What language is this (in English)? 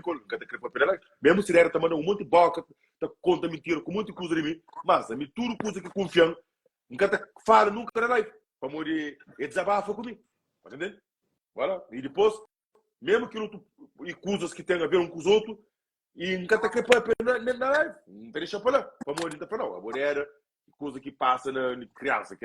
Kabuverdianu